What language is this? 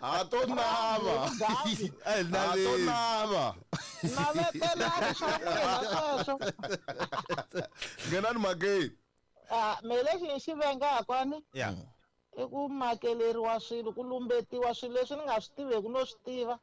Tsonga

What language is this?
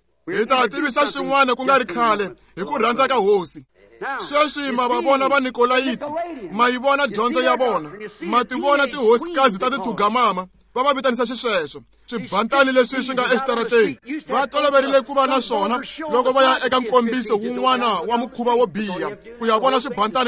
Tsonga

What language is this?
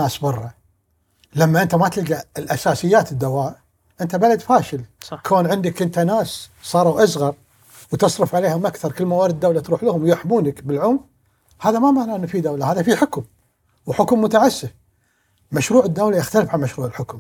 Gulf Arabic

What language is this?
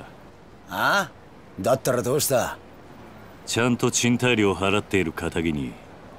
Japanese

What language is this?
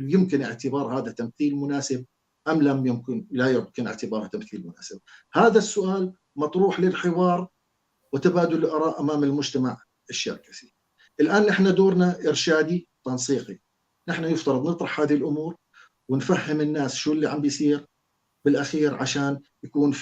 North Levantine Arabic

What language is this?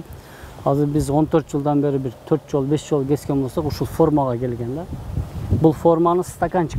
Kyrgyz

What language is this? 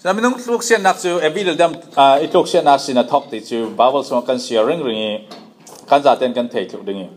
Falam Chin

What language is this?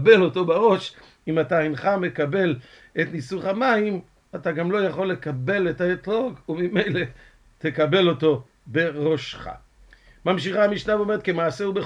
Hebrew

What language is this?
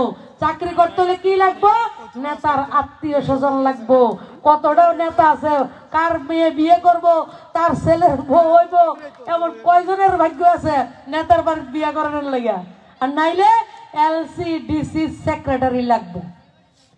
Bangla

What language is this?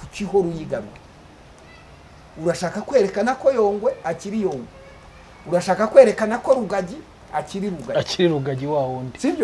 Kinyarwanda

